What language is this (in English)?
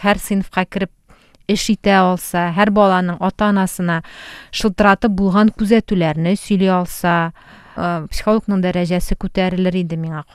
Tatar